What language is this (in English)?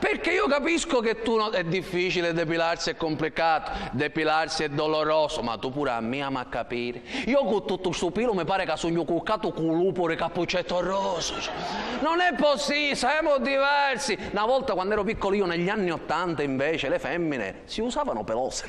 Sicilian